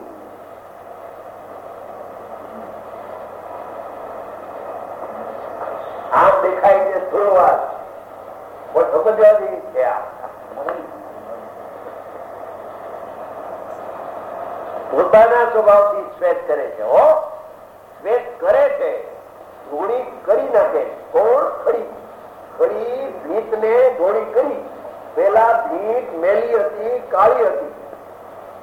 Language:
Gujarati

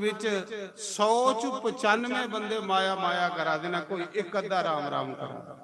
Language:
Dogri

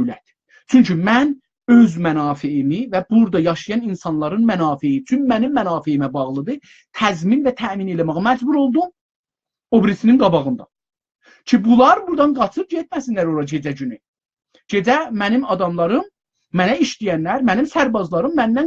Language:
South Azerbaijani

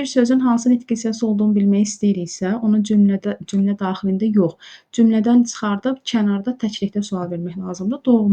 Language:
Azerbaijani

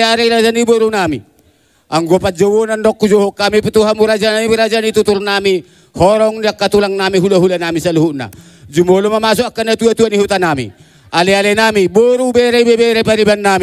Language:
Batak Toba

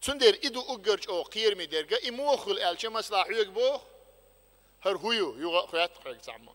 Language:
Chechen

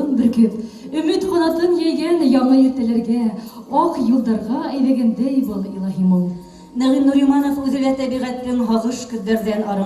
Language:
Bashkir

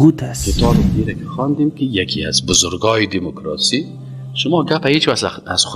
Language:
Tajik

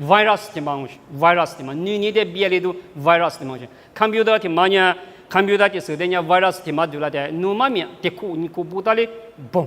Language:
Lisu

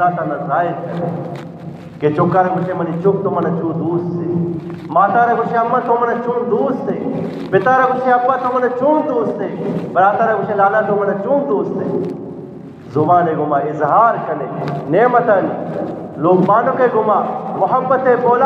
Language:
Eastern Balochi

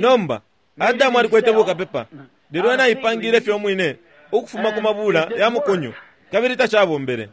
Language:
Bemba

